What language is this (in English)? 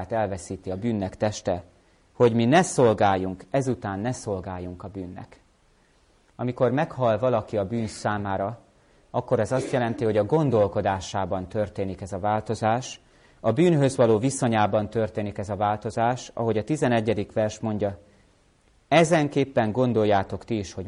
Hungarian